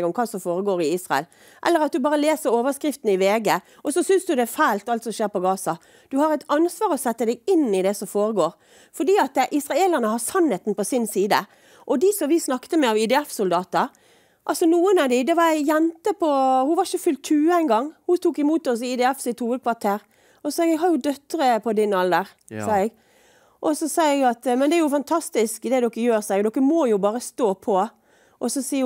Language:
Norwegian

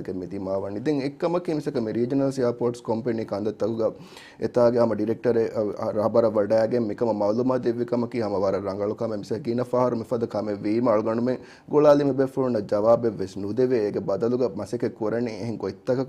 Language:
Divehi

